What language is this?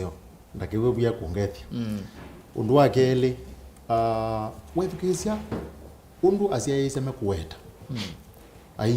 Kamba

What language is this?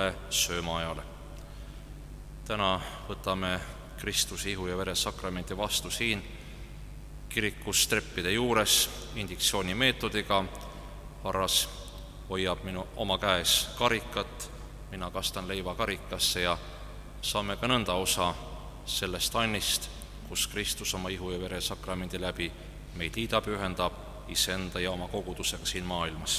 Estonian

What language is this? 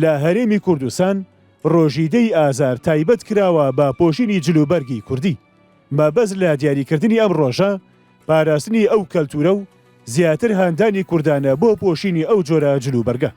Central Kurdish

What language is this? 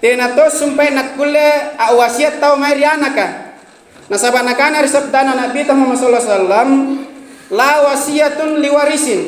Makasar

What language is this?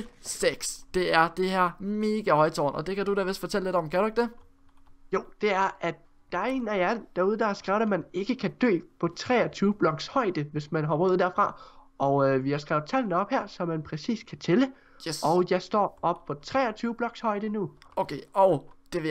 Danish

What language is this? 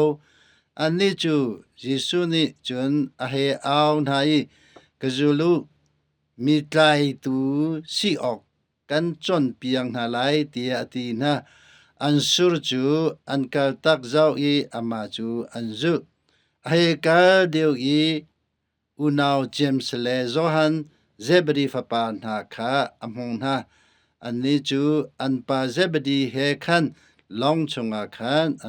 Hakha Chin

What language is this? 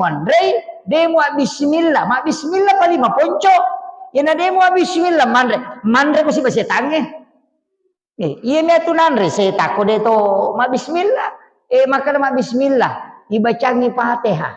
Buginese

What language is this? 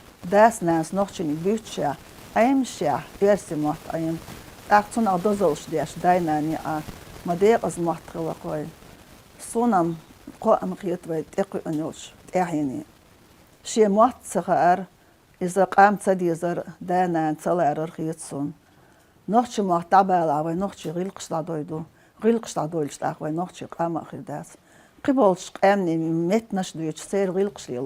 Chechen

